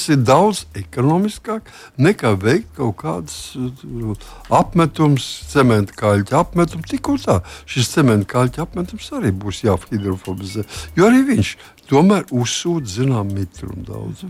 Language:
Latvian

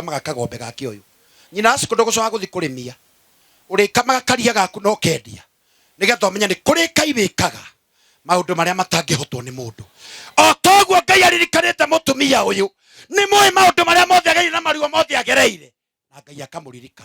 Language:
Kikuyu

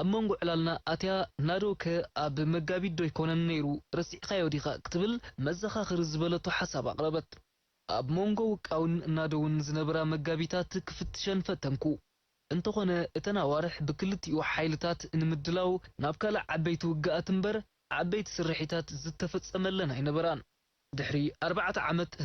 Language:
Tigrinya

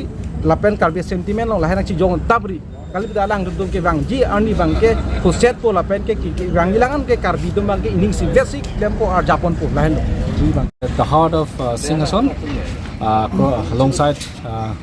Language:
Karbi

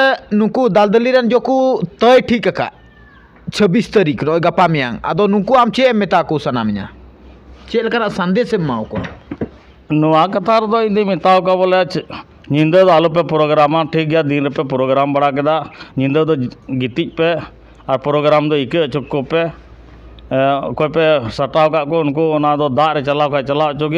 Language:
Santali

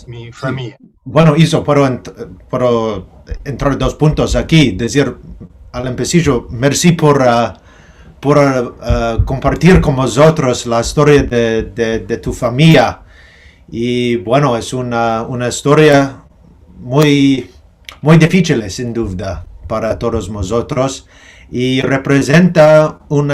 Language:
Ladino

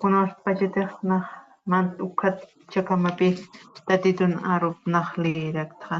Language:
Aymara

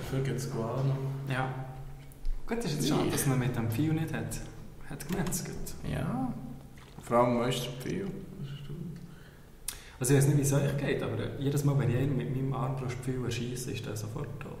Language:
Swiss German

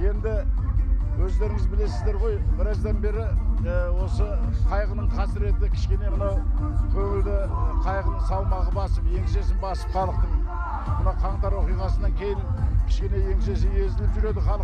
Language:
Kazakh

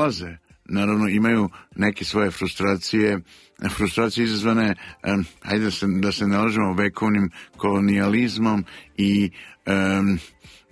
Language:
Serbian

